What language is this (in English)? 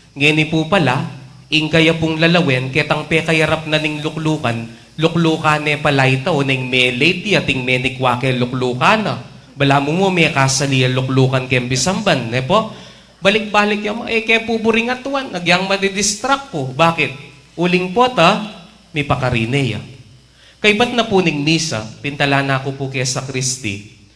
Pampanga